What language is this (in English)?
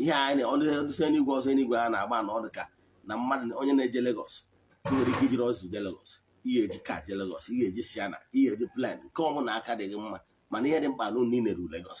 Igbo